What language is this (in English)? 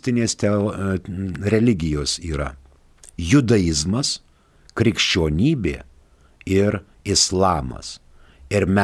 Lithuanian